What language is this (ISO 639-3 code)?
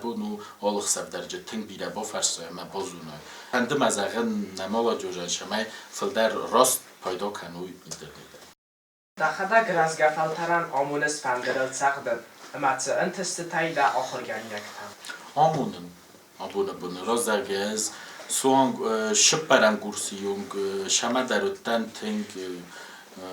oss